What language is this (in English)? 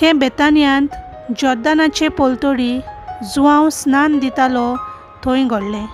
Konkani